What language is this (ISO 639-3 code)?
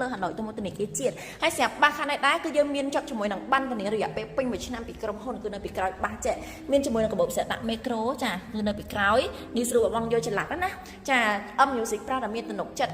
khm